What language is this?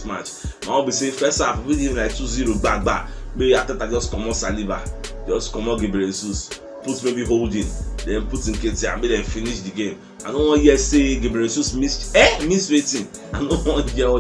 Nigerian Pidgin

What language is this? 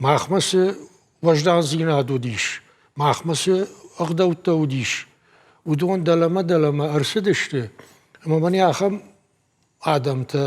Ossetic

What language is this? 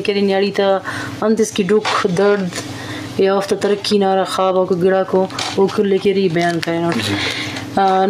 Eastern Balochi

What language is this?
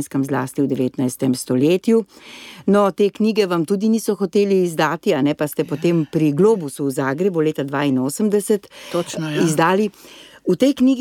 Slovenian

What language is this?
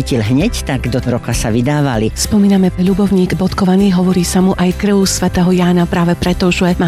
Slovak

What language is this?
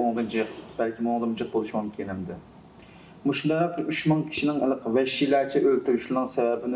Uyghur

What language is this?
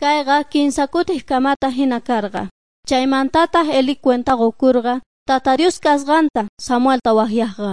South Bolivian Quechua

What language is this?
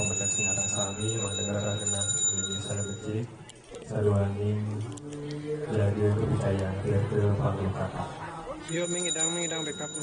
Balinese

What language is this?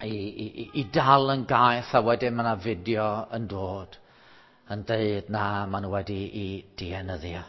Welsh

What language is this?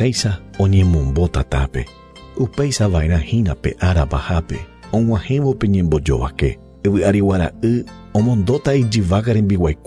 Guarani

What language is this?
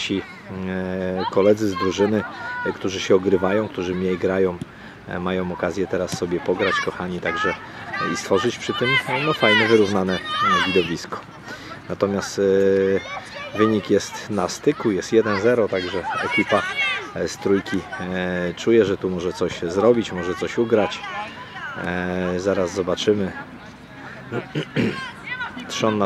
Polish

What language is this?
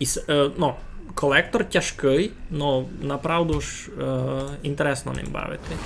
Rusyn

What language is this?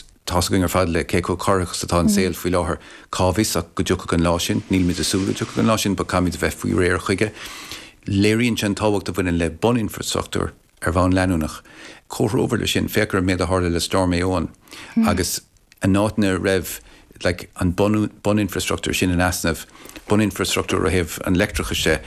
Irish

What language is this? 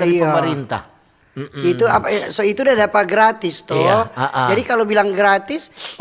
Manado Malay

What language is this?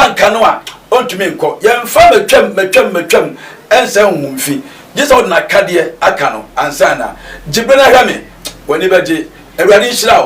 Akan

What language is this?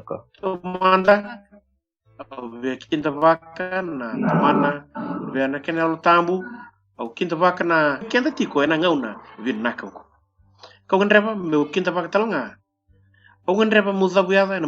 Fijian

